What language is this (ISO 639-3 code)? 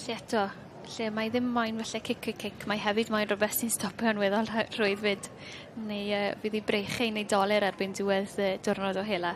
cym